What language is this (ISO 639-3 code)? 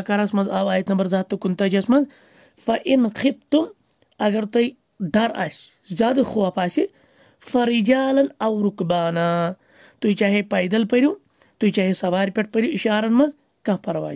kas